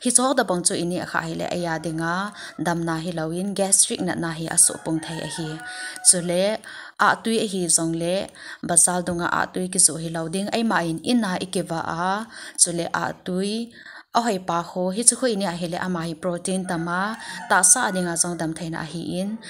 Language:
Thado Chin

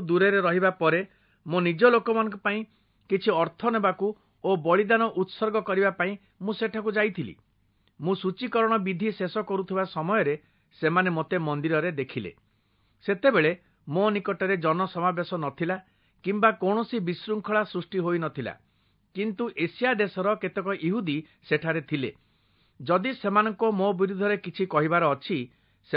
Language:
Odia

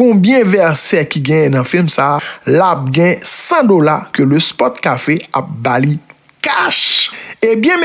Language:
Haitian Creole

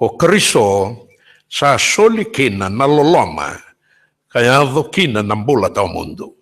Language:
Fijian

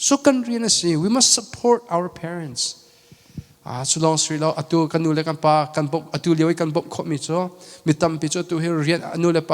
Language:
Hakha Chin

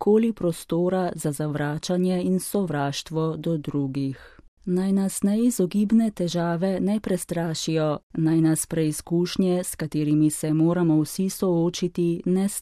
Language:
Slovenian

